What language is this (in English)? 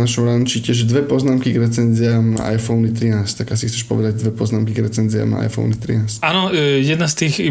Slovak